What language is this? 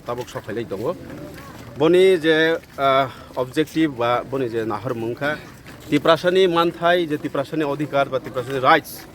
Kok Borok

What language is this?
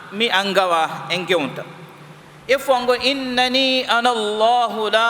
Divehi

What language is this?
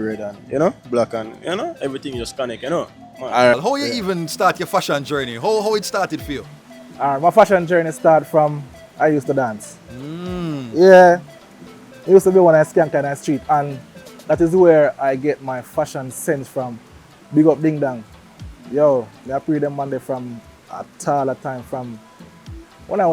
Jamaican Creole English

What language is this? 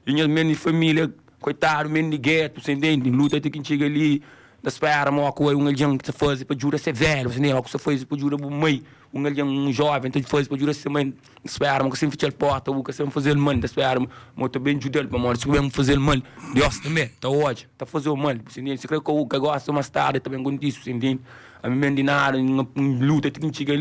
Kabuverdianu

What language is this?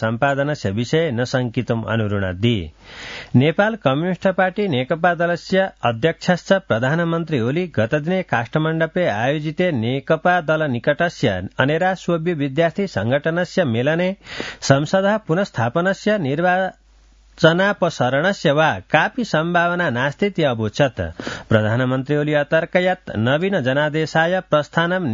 Sanskrit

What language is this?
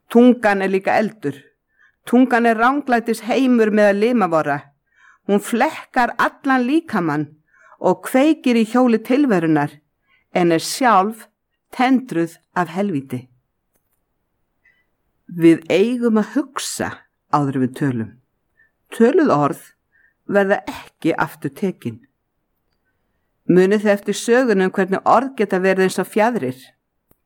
Icelandic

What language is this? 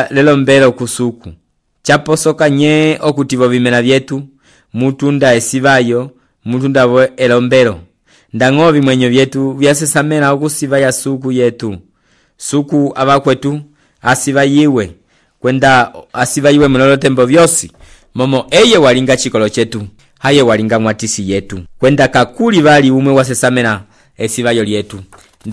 Umbundu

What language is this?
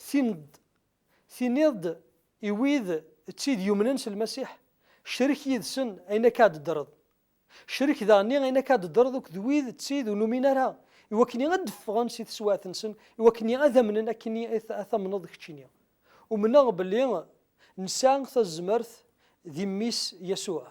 Kabyle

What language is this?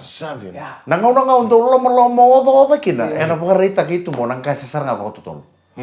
Fijian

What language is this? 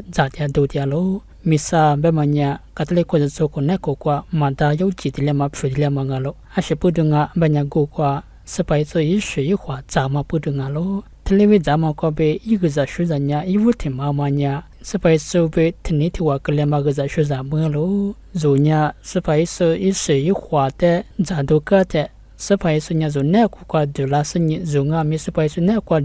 Lisu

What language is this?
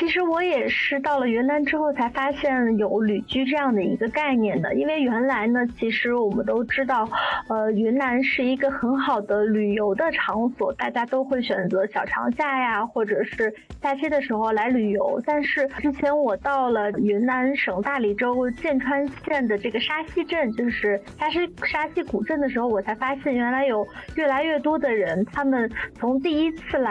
Chinese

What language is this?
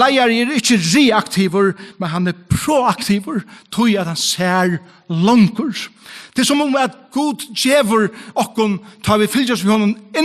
Faroese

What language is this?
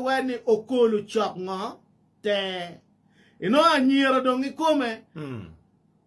Acoli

